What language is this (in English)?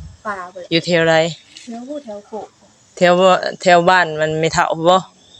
Northeastern Thai